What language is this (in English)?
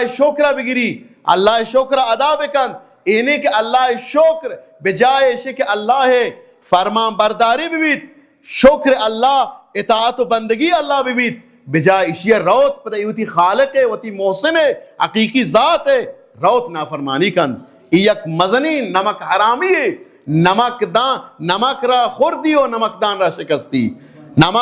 Baluchi